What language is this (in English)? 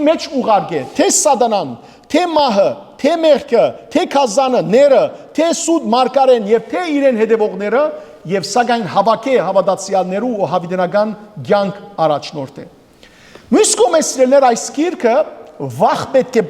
Western Armenian